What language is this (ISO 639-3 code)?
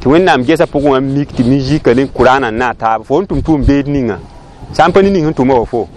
mos